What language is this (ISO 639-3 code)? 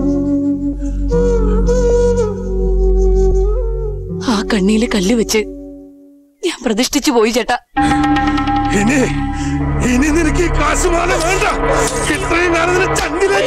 mal